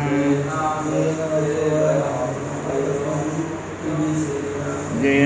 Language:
Odia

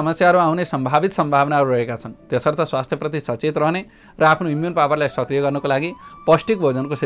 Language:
Nepali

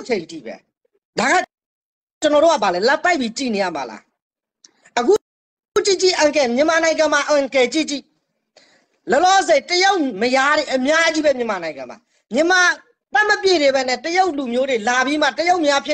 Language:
Burmese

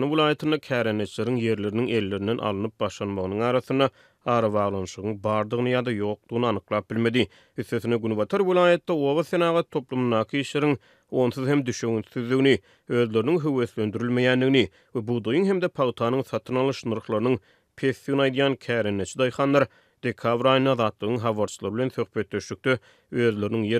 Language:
Turkmen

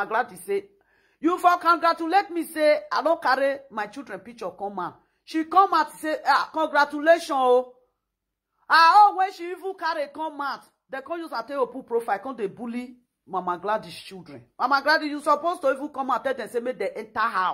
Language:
Nigerian Pidgin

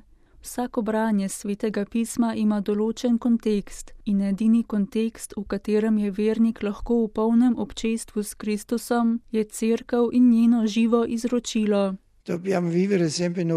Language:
Slovenian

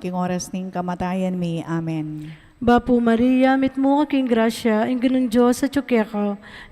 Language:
Pampanga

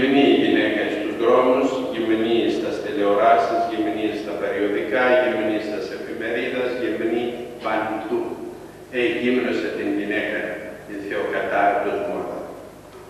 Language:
Greek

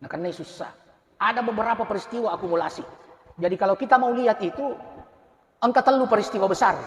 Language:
Buginese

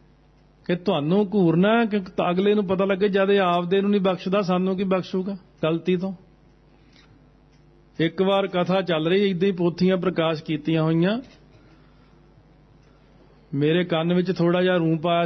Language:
Punjabi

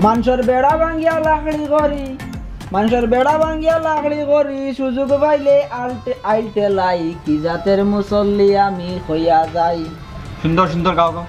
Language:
Sylheti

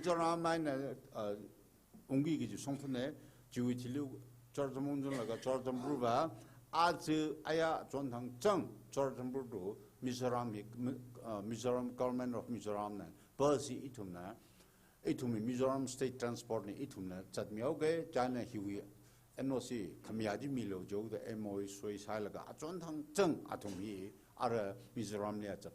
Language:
Tangkhul Naga (India)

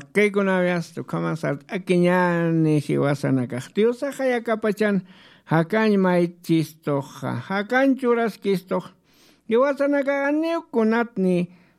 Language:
Aymara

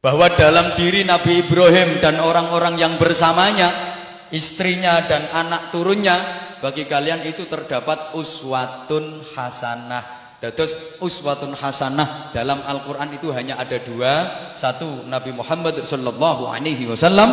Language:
Javanese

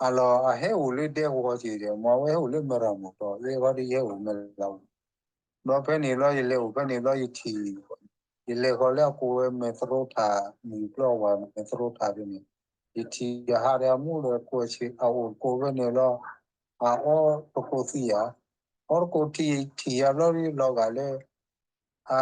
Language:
S'gaw Karen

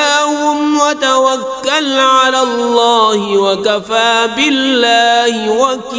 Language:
Kashmiri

